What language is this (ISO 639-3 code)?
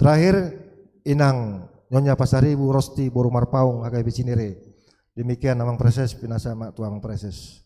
bbc